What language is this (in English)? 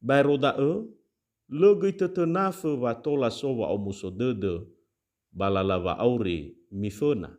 Nias